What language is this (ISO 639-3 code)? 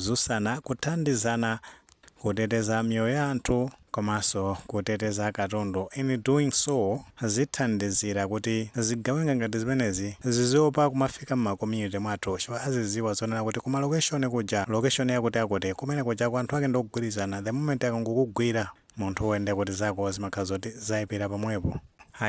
nya